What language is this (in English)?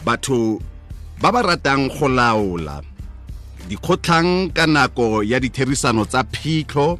Tswana